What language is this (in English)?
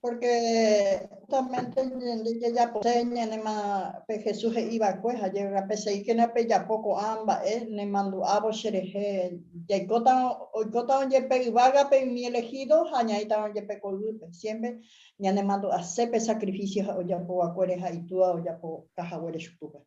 Guarani